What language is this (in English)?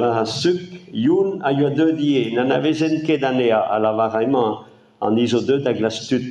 Breton